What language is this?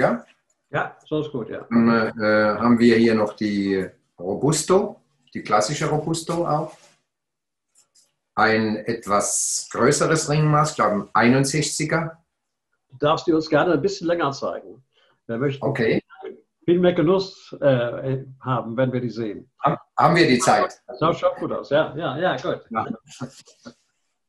German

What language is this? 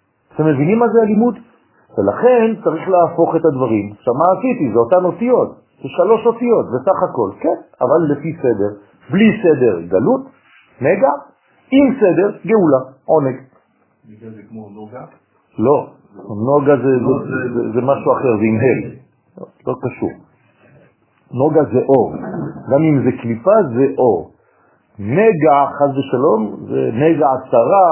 Hebrew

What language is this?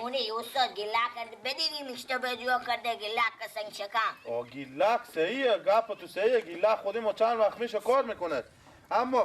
Persian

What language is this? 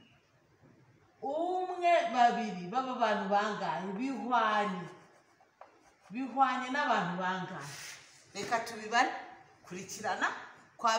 Kinyarwanda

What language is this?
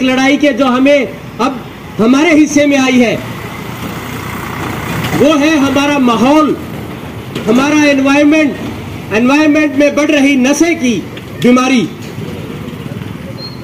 Hindi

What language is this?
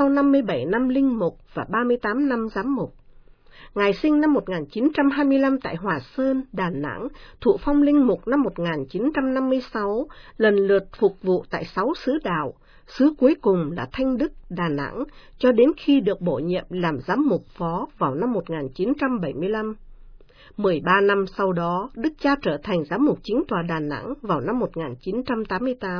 Vietnamese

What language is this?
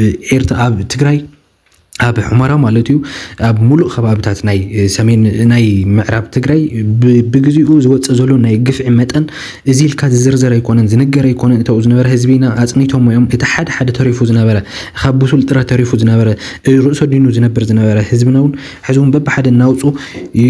Tigrinya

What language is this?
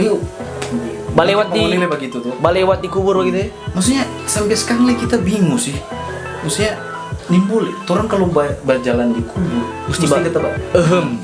Manado Malay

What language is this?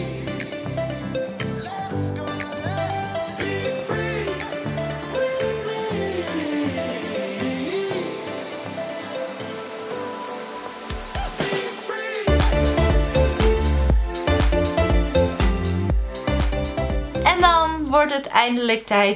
Dutch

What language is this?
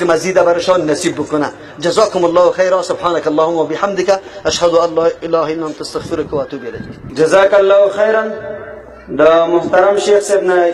Tajik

